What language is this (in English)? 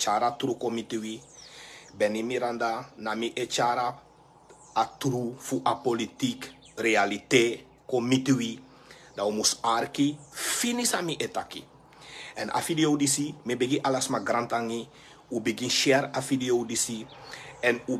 Sranan Tongo